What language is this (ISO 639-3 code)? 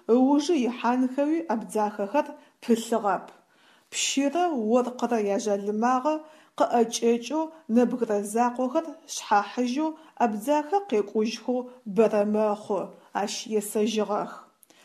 ady